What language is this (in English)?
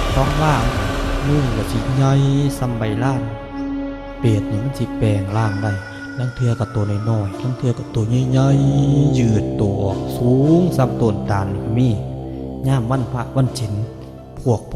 Northeastern Thai